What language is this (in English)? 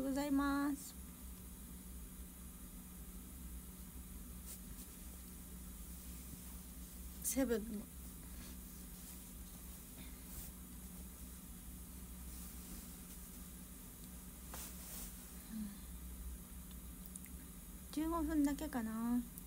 Japanese